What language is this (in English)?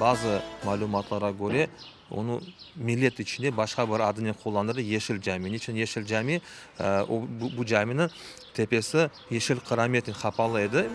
Crimean Tatar